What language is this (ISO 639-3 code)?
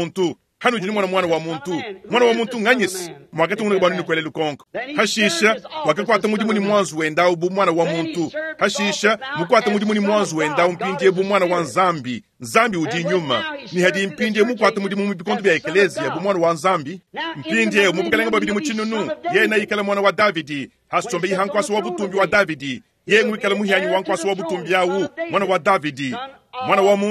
lua